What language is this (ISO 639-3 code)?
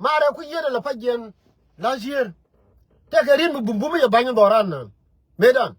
nus